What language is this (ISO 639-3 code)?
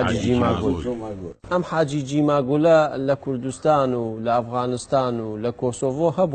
ckb